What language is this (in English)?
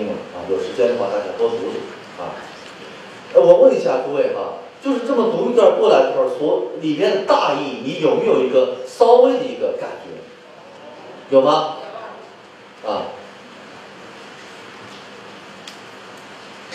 Chinese